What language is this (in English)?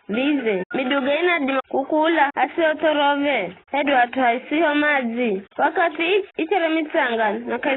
Giryama